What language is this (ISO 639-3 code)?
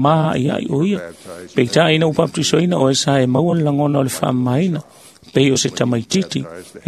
smo